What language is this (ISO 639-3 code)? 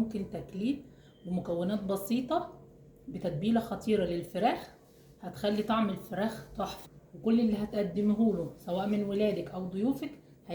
arz